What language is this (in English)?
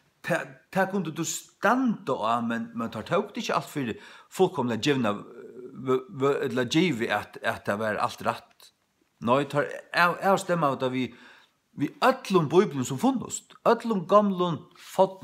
Faroese